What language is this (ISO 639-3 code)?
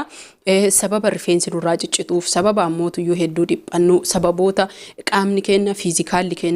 orm